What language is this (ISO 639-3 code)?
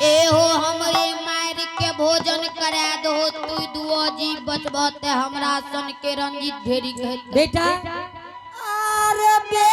anp